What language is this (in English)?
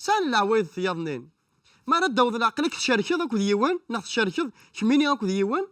Kabyle